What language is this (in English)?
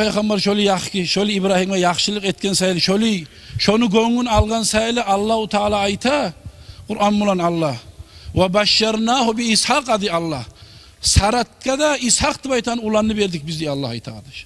Kumyk